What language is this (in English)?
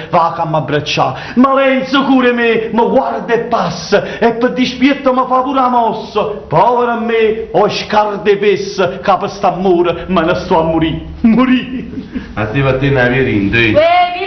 Neapolitan